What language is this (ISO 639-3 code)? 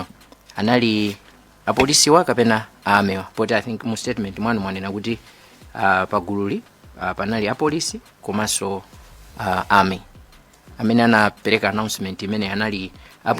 nya